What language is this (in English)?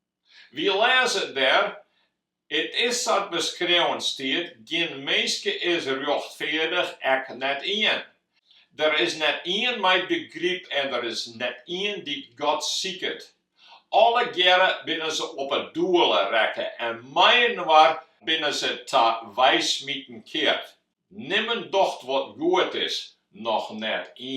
Western Frisian